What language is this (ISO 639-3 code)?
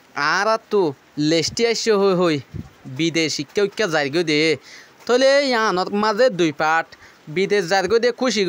rhg